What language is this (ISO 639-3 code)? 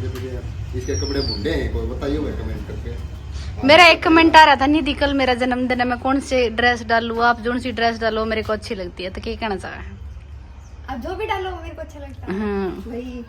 bgc